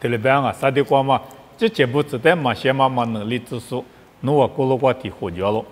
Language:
Lisu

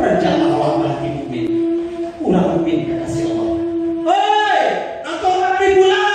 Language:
Minangkabau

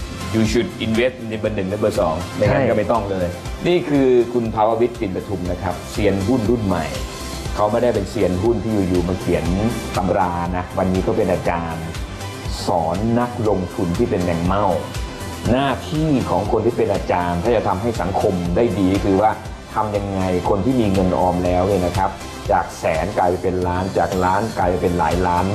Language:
Thai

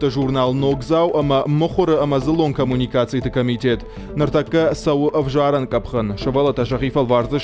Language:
Ossetic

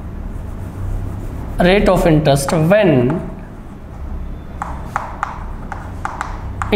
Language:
Hindi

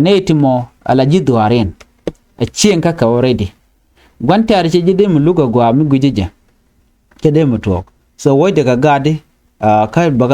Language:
Nuer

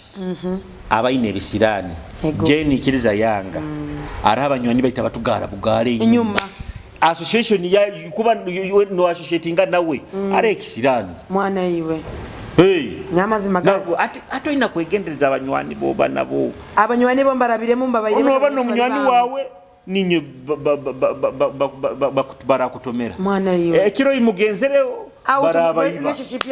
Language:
Nyoro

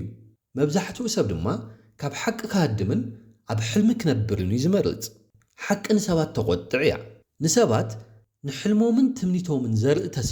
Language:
Tigrinya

